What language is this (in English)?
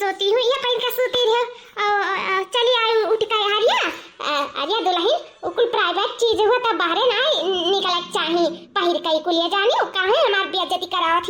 Awadhi